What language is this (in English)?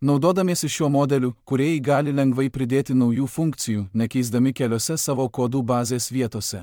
Lithuanian